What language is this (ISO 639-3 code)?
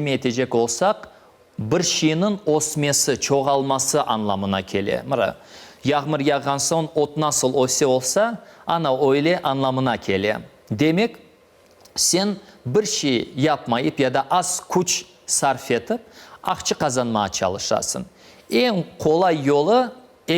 crh